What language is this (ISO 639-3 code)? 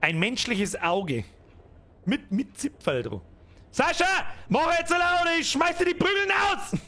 bar